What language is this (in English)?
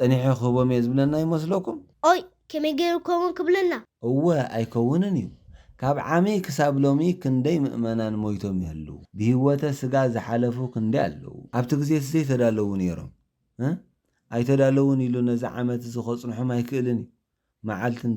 Tigrinya